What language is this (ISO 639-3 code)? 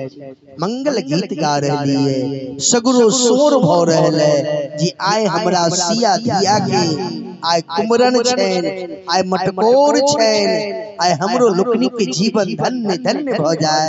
mai